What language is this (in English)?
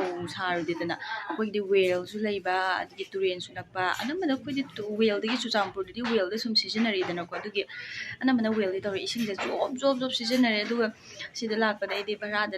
Manipuri